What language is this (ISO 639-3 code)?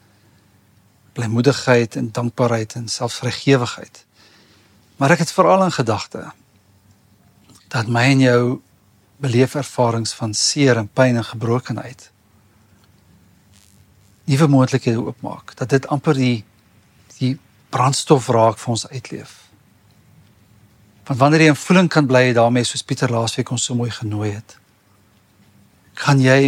afr